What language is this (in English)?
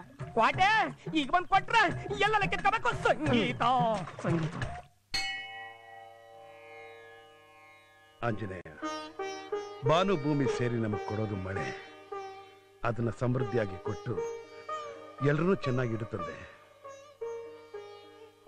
Kannada